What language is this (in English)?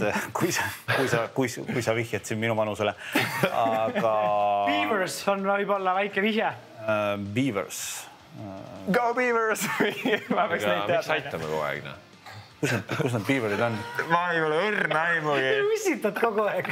Estonian